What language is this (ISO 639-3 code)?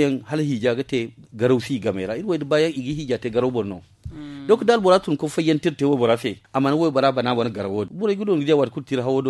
dje